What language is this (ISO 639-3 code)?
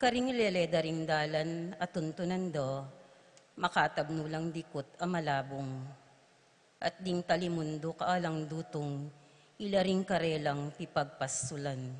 pam